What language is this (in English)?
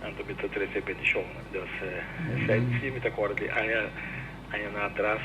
Papiamento